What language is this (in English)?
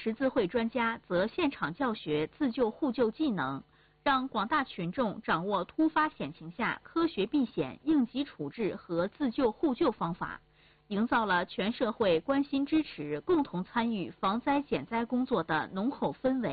Chinese